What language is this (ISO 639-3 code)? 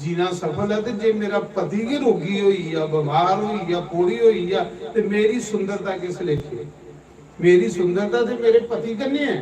doi